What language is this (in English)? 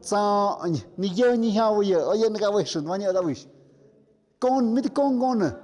Tlahuitoltepec Mixe